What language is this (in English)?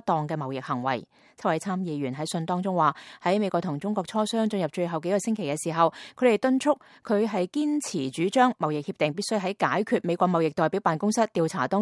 Cantonese